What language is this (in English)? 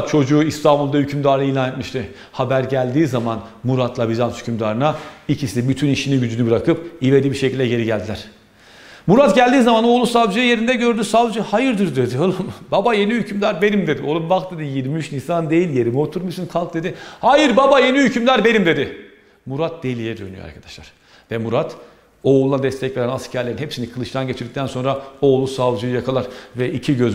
Turkish